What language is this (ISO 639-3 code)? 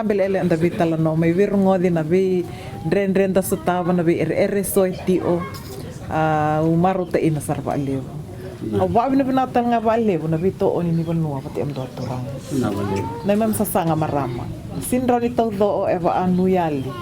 fij